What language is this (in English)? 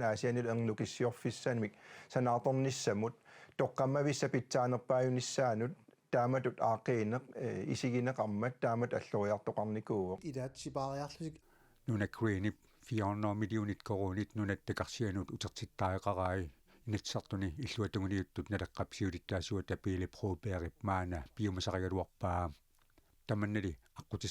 Kalaallisut